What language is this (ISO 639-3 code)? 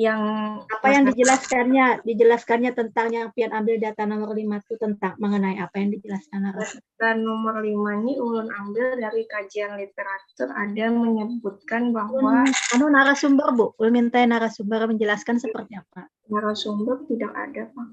bjn